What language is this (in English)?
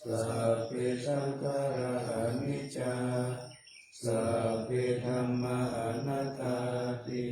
Pali